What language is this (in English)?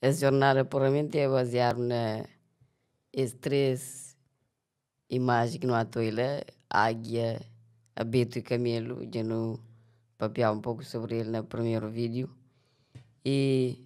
Kabuverdianu